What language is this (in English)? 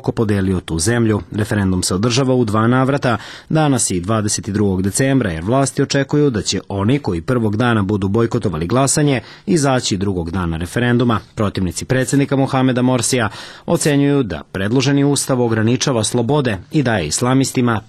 Serbian